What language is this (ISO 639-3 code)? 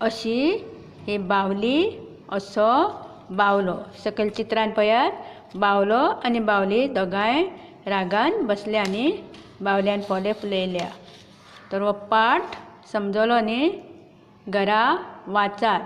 kok